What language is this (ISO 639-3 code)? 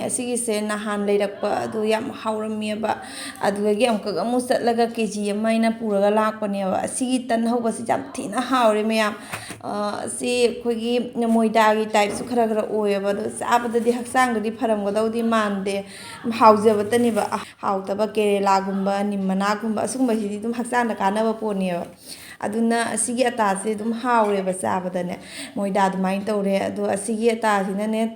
mni